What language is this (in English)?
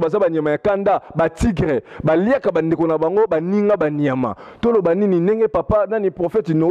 Lingala